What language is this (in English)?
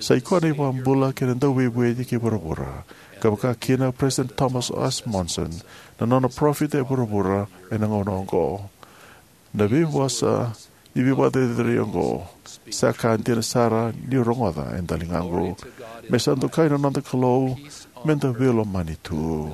Fijian